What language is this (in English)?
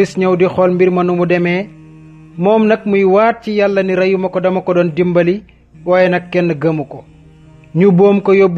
Wolof